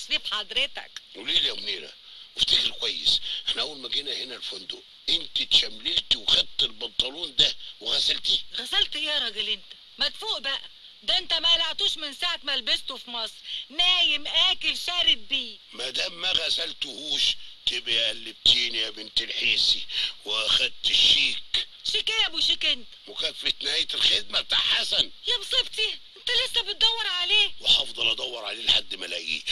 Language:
Egyptian Arabic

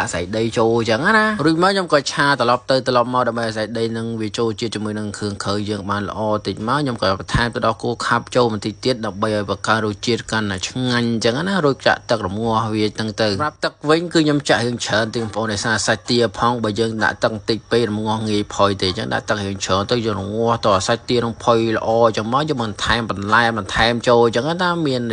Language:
Khmer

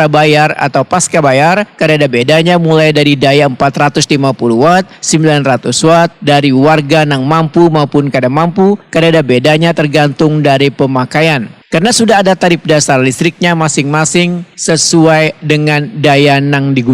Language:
Banjar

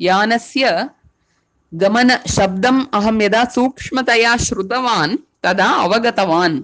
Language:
Sanskrit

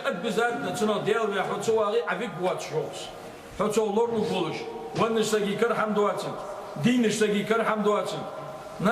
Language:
Ingush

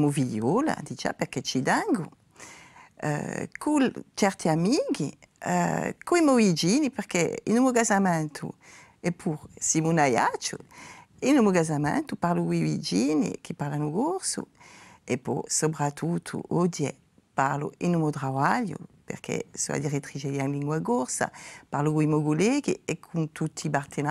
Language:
Corsican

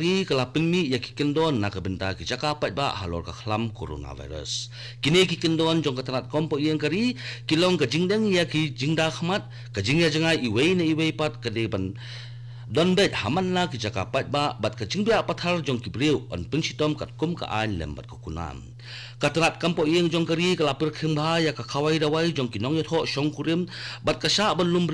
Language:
Khasi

